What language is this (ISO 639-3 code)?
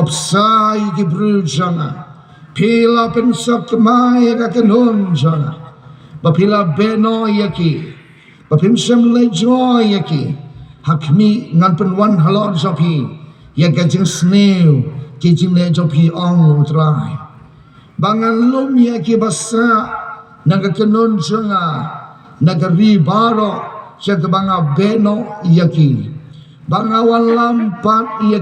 kha